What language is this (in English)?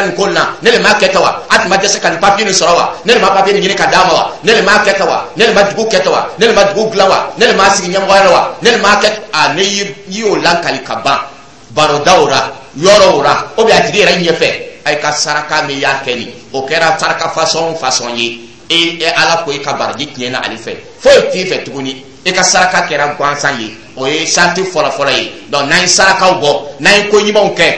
Dyula